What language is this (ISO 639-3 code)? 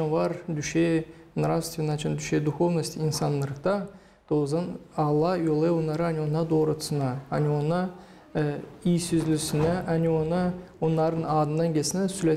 gag